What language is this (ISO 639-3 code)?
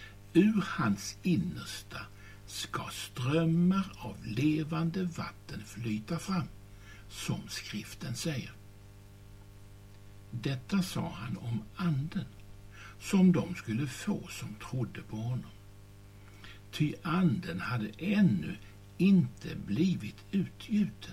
swe